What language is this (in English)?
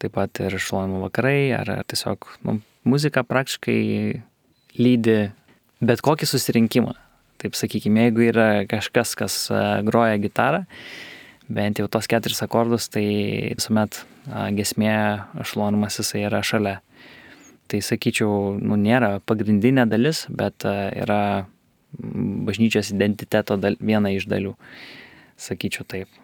Lithuanian